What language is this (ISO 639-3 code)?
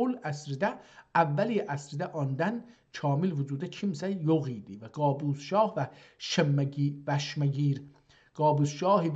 azb